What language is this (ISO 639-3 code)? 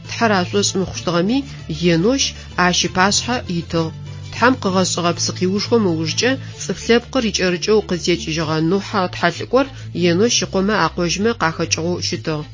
ady